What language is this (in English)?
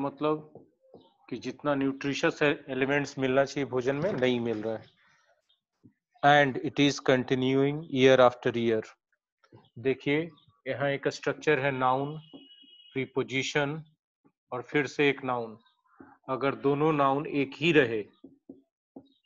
Hindi